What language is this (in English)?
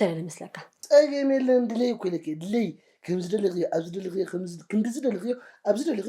Tigrinya